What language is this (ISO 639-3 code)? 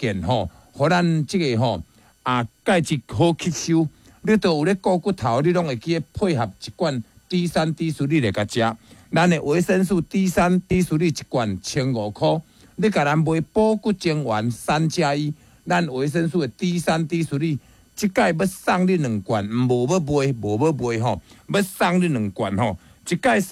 nan